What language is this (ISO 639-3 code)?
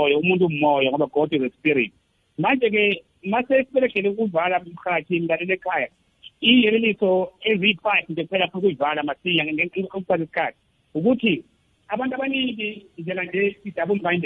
nbl